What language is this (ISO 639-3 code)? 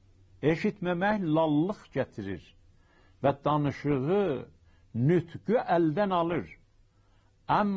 azb